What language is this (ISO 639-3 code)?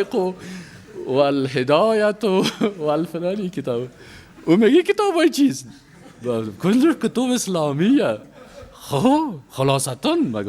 fas